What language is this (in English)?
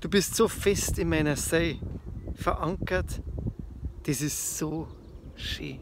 Bavarian